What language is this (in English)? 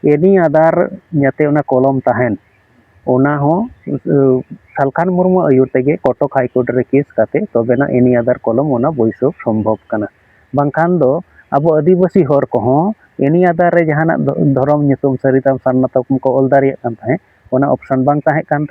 Santali